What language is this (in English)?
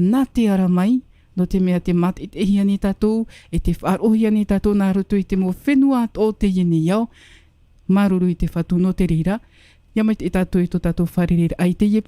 Tahitian